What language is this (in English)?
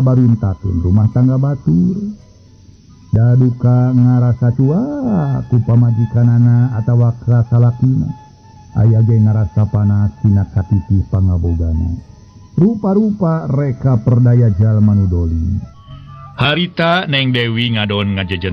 Sundanese